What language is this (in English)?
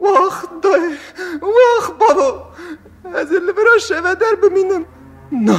Kurdish